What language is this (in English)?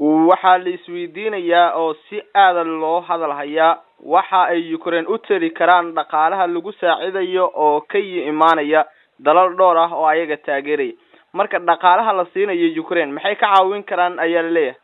Somali